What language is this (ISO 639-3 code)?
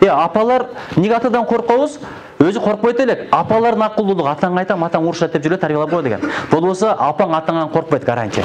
kir